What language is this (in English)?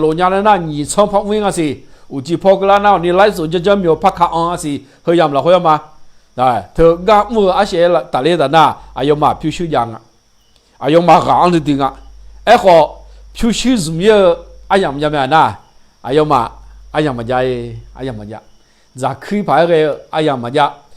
Akha